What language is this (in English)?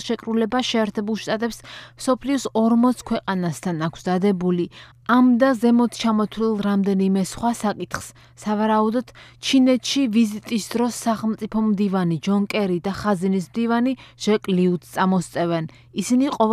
Georgian